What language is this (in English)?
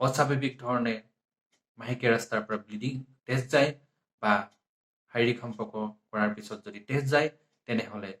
Assamese